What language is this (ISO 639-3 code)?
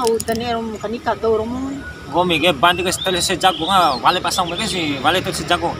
bhp